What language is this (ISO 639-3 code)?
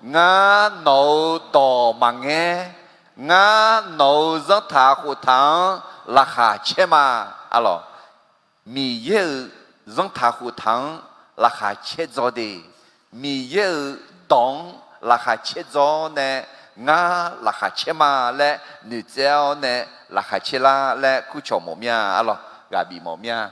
ahk